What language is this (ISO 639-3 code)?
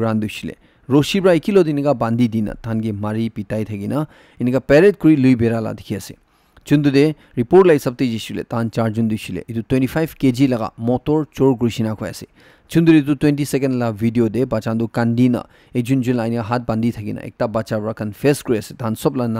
nag